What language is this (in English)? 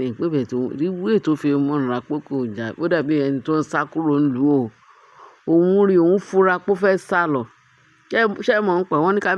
Yoruba